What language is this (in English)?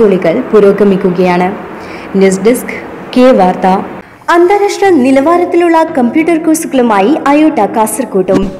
Malayalam